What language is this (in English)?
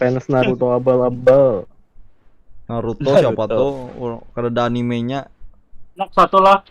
Banjar